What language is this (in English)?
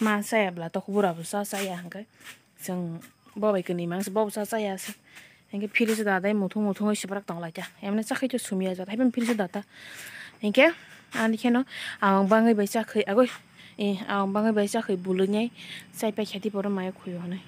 Kok Borok